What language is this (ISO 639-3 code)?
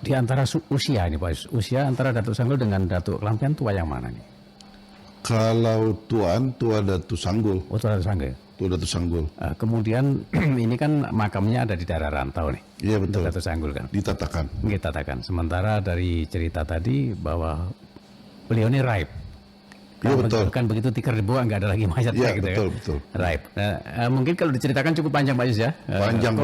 bjn